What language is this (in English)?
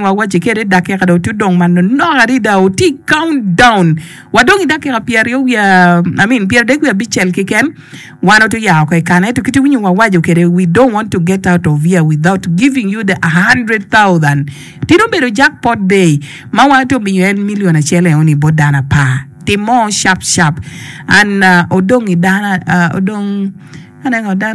Acoli